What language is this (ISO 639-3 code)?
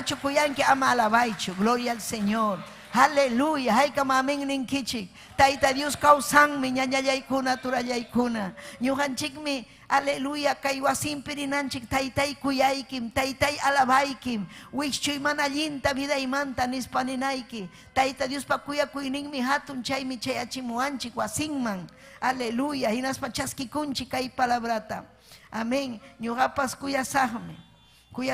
quy